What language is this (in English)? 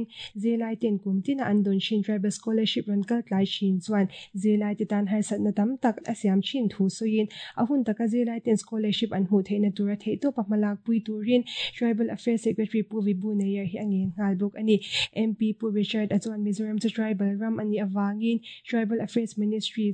Mizo